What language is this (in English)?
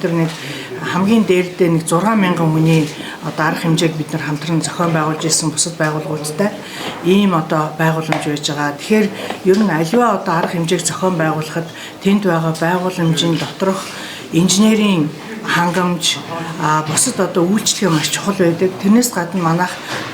Mongolian